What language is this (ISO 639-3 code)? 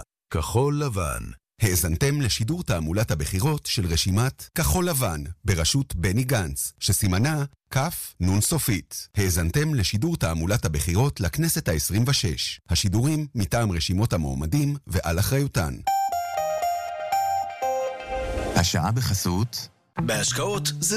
heb